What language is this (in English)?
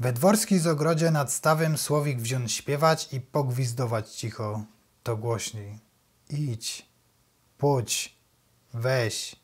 Silesian